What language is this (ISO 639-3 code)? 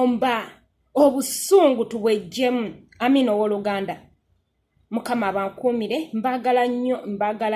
lug